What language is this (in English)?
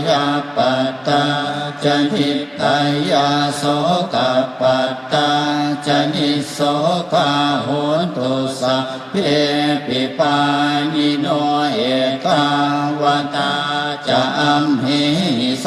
Pali